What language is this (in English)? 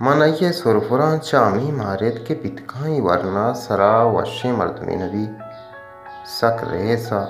Baluchi